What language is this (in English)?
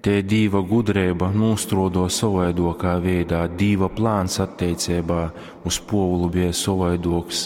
Latgalian